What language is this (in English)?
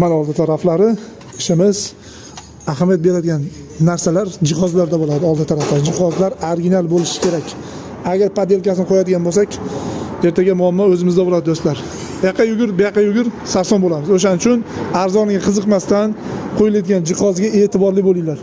Uzbek